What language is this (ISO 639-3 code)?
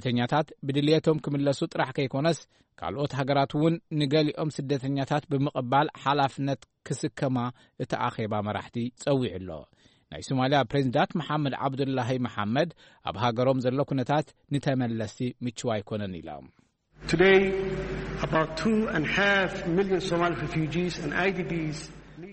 tir